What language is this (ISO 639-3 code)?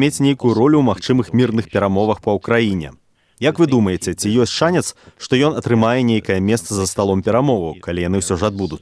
bel